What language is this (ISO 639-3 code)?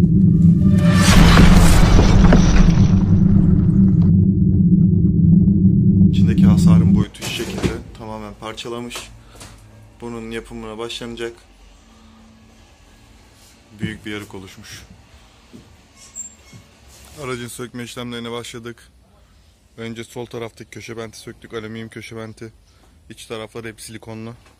tur